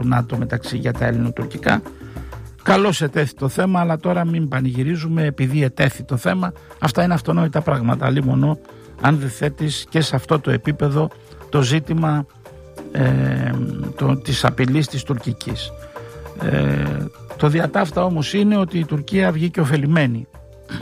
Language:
Greek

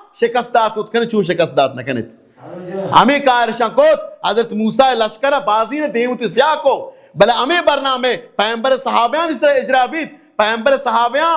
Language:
Baluchi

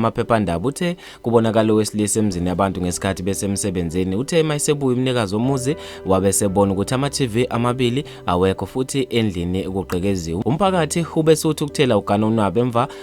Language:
Zulu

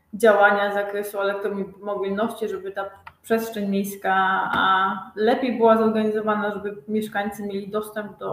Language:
Polish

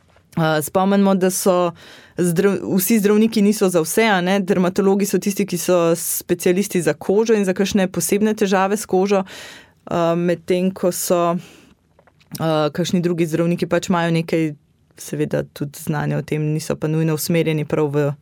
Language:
Slovenian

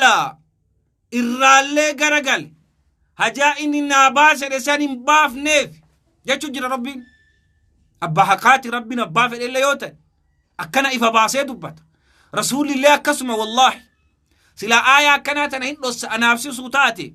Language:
Oromo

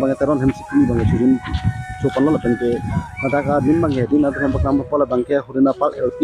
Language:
Karbi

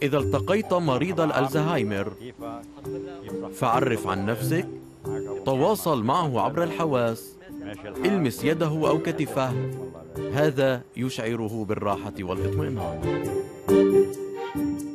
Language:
Arabic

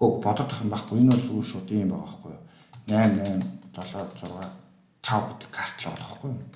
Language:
Mongolian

